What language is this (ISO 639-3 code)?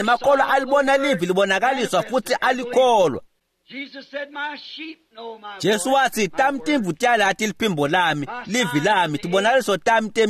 ssw